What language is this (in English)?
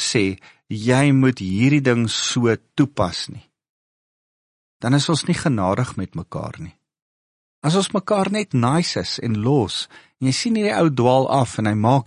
Afrikaans